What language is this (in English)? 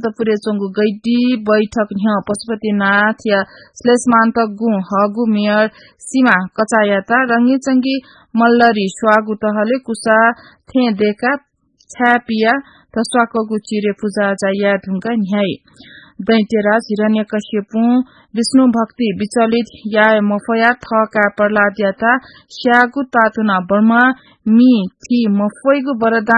Newari